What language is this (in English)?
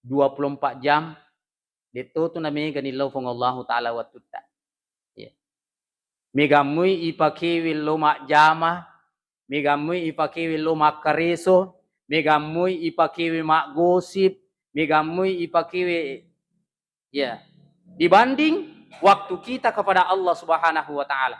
Buginese